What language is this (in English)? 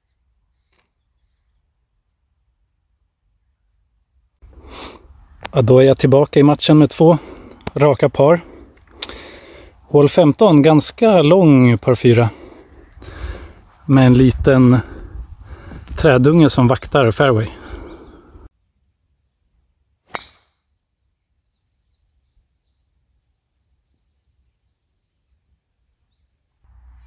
Swedish